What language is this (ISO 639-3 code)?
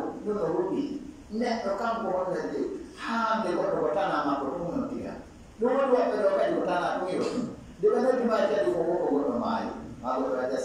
ful